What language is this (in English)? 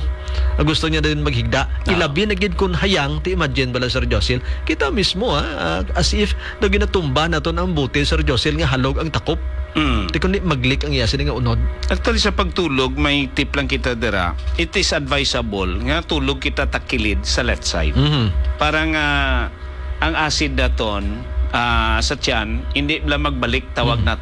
Hiligaynon